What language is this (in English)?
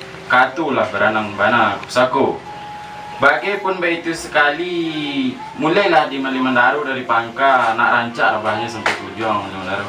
Minangkabau